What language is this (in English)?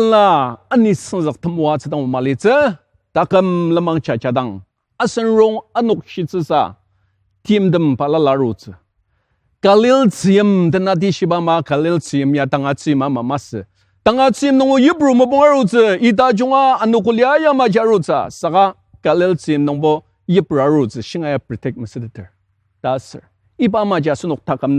Ao Naga